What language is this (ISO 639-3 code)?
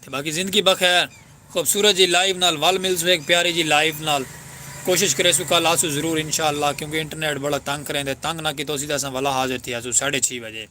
skr